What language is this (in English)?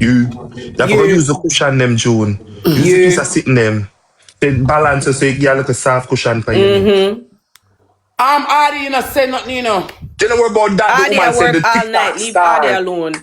Jamaican Creole English